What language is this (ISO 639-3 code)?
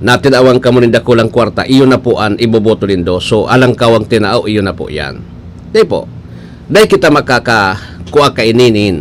bik